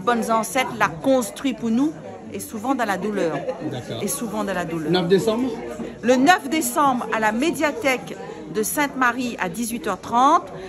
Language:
Réunion Creole French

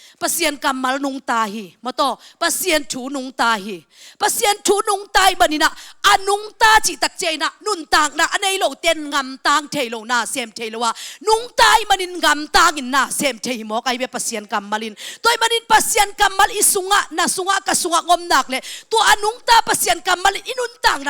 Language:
Tedim Chin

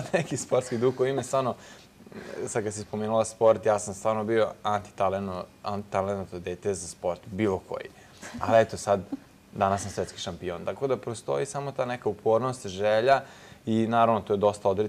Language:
Serbian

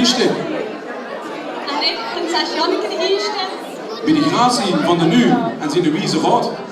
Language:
Limburgish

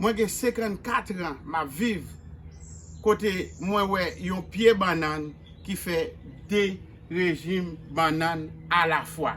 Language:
Haitian Creole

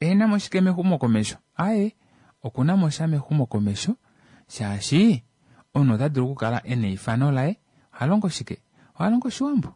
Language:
Kuanyama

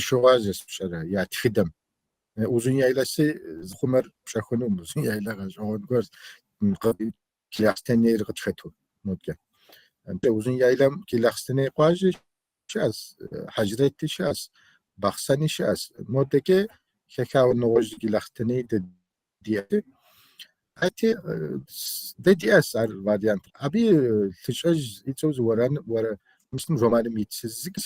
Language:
Kabardian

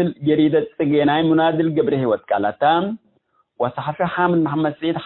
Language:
Tigre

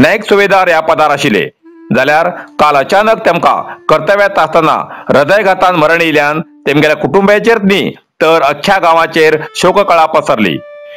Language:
Konkani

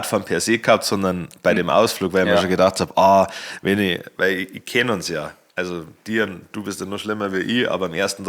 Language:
Bavarian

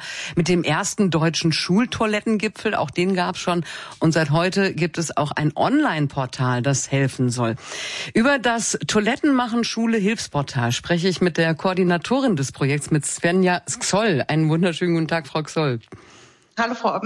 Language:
German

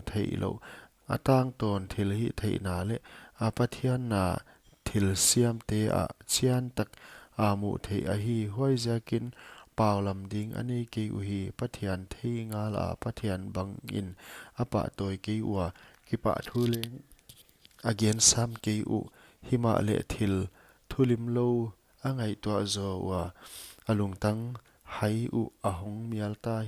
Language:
Paite Chin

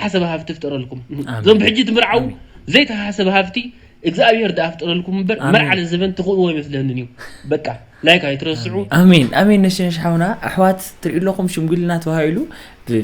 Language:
Tigrinya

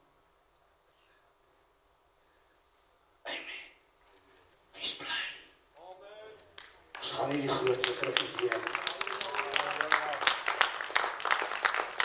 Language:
Afrikaans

